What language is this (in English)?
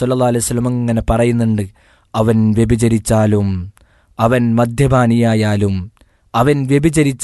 Malayalam